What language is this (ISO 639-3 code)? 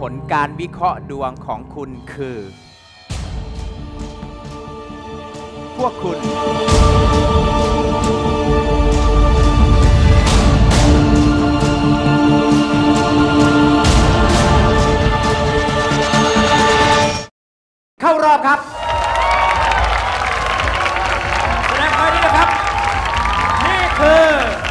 tha